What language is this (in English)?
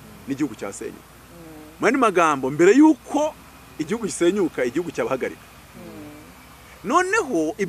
Kinyarwanda